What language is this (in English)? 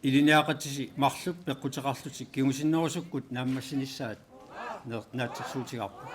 Kalaallisut